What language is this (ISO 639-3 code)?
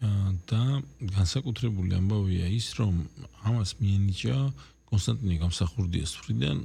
kat